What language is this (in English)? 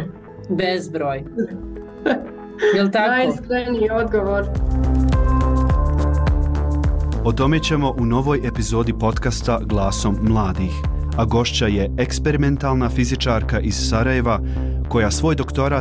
Bosnian